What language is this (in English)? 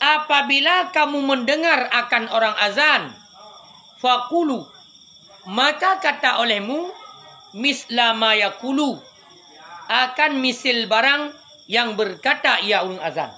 Achinese